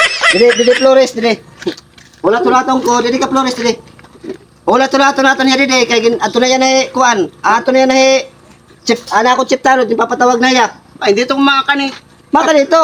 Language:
Waray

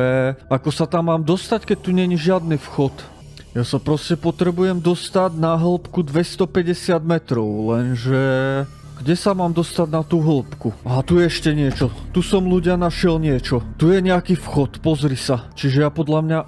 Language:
Slovak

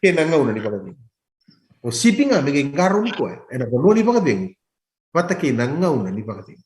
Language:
Fijian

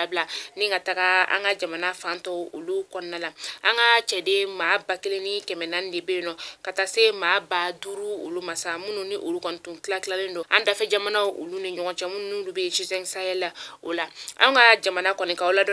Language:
Bambara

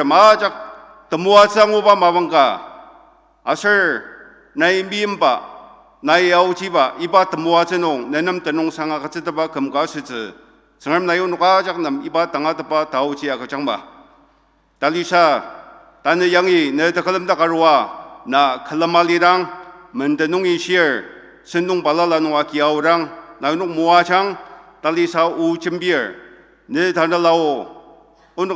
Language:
Ao Naga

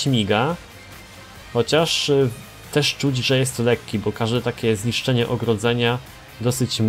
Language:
Polish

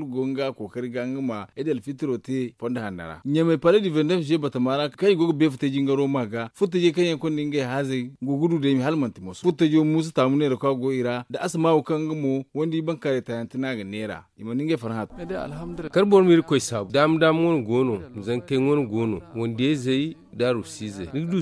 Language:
Zarma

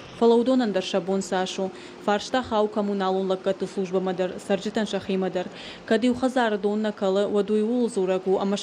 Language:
Ossetic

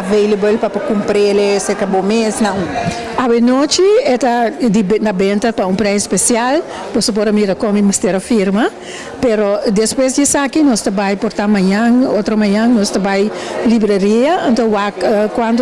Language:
Papiamento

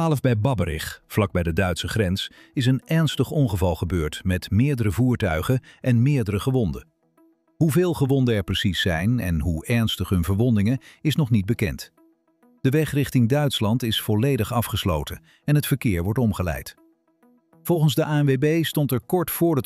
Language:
Dutch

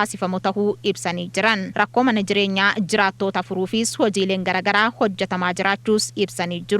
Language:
Oromo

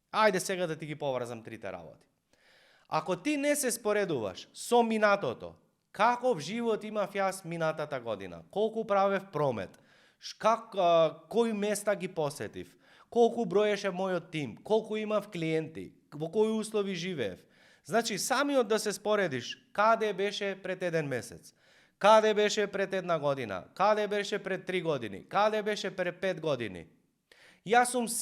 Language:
Macedonian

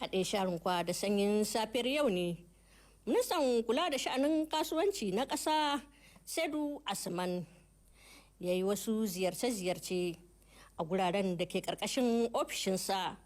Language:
Hausa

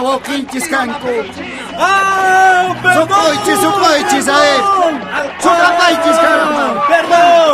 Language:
Quechua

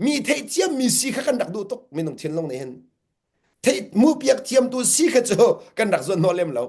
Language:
Hakha Chin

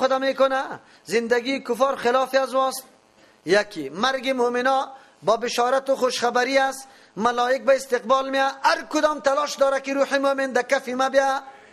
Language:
Persian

